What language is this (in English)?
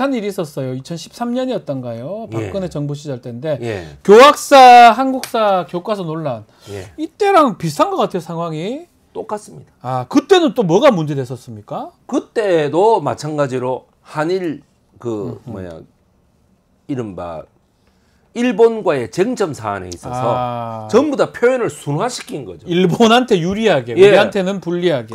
Korean